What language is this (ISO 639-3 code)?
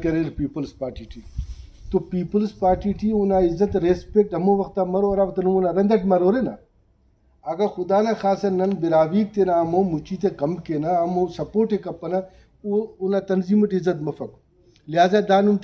brh